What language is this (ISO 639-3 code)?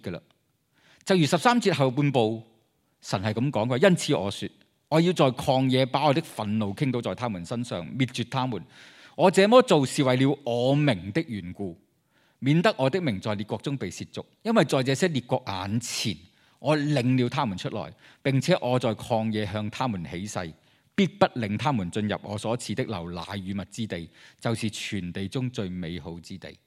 yue